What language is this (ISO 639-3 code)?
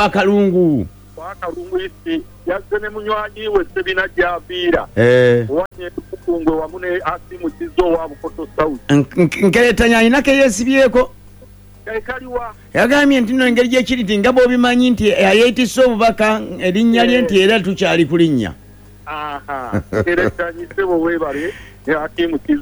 lug